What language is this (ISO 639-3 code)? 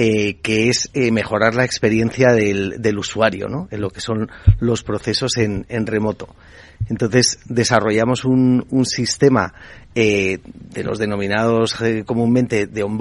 spa